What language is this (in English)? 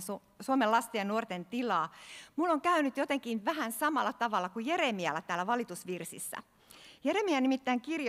Finnish